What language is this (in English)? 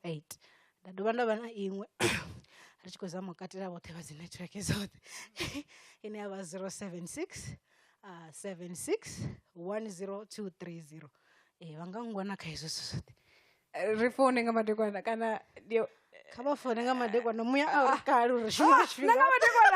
Venda